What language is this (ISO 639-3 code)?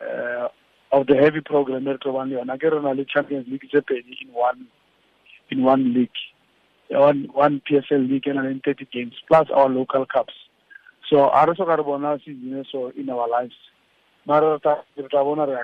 tsn